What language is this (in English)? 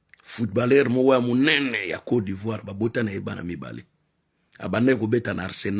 Lingala